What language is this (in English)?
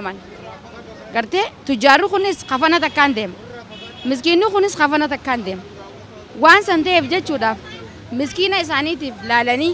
Oromo